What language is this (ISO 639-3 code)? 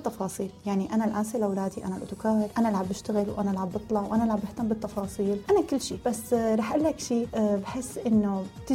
apc